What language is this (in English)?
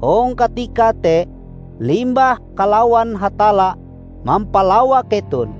Ngaju